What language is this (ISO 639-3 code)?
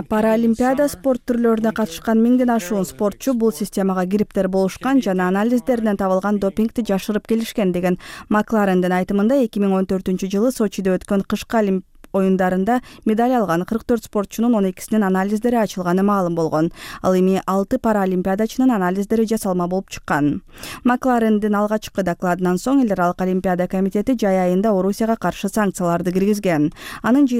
kir